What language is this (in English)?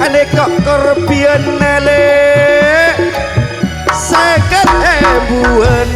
Madurese